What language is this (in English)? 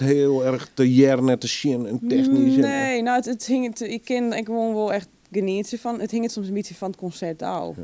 Western Frisian